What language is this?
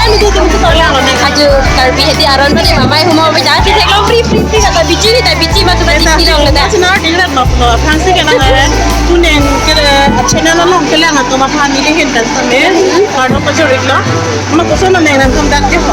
Karbi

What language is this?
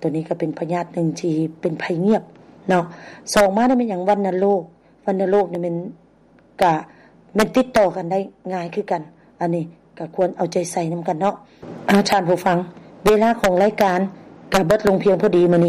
Lao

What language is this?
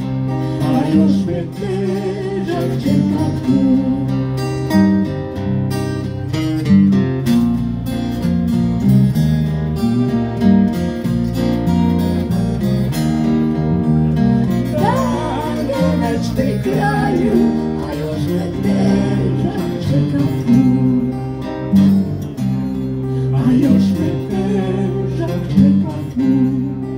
Croatian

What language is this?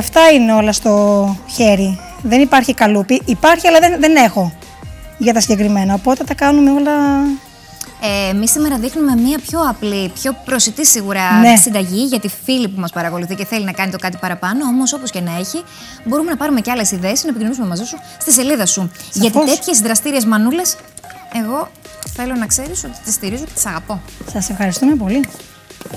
Greek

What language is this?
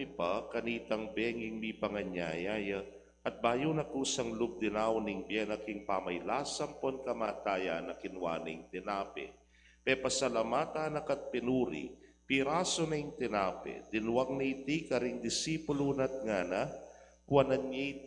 Pampanga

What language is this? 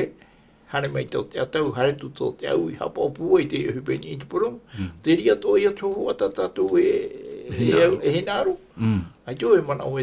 Tahitian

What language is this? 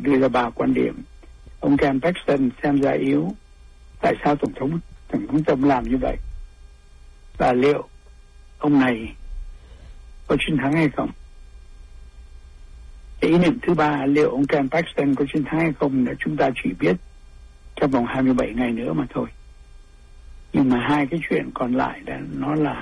Vietnamese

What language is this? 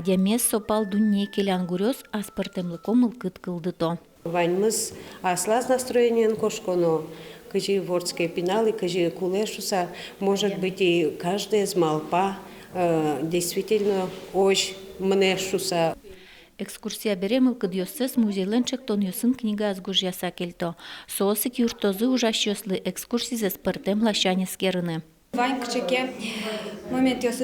Udmurt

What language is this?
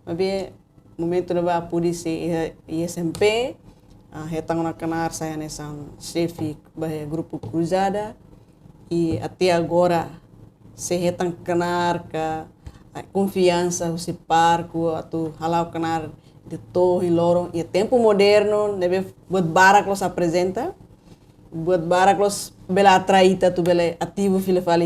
Tetum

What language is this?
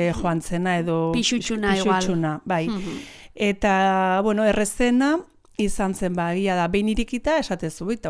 Basque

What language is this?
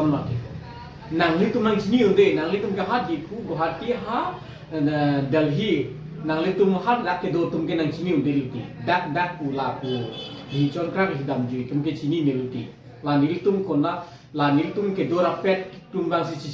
Karbi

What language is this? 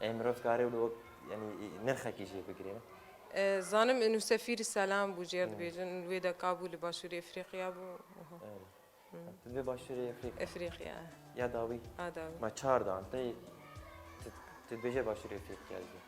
Kurdish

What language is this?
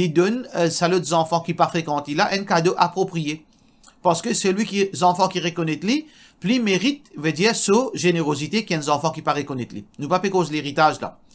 Morisyen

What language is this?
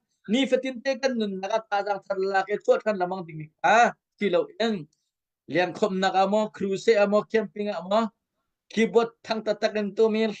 Hakha Chin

